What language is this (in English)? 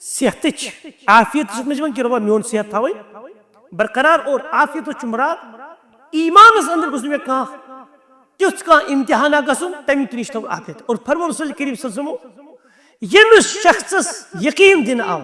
Kashmiri